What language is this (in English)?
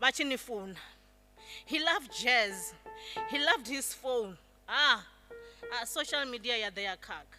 Venda